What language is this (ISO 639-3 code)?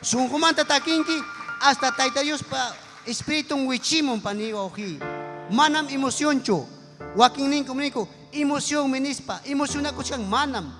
quy